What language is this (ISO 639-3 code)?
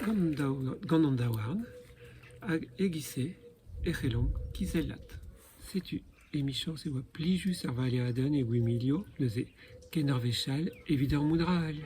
bre